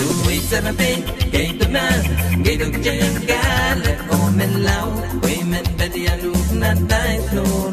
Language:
Pohnpeian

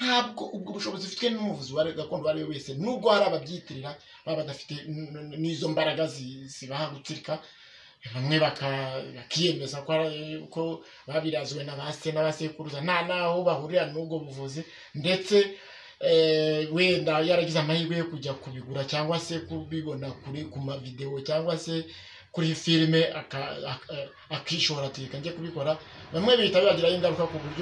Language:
Kinyarwanda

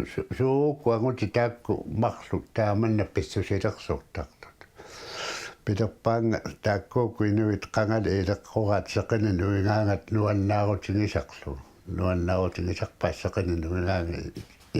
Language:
Kalaallisut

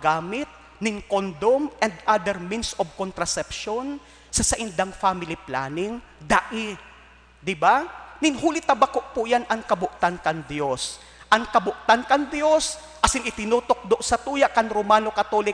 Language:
Bikol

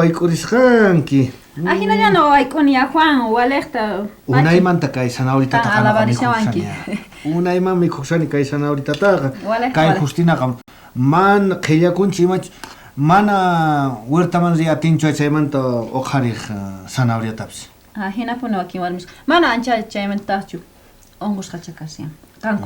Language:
South Bolivian Quechua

